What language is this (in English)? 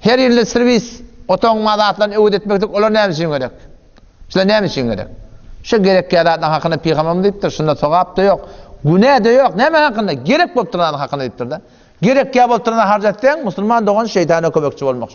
Turkmen